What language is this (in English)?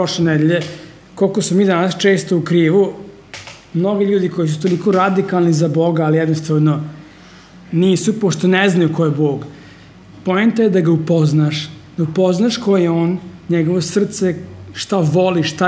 Serbian